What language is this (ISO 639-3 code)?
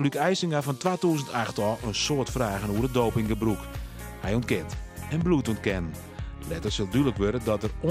fry